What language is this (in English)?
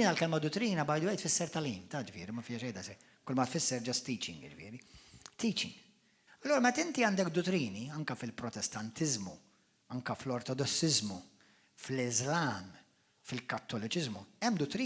Maltese